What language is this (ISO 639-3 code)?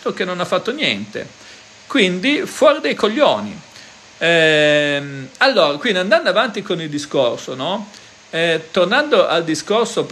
ita